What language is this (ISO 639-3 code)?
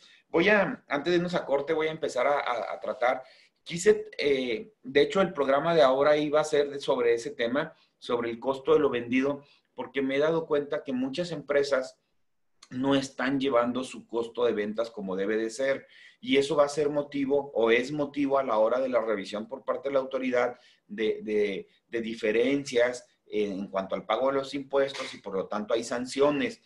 spa